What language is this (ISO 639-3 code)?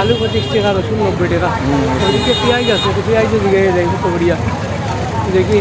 syl